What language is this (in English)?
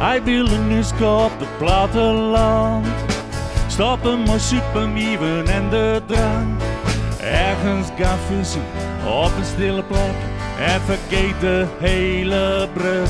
Western Frisian